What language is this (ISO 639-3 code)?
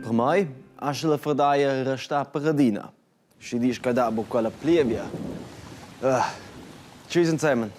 roh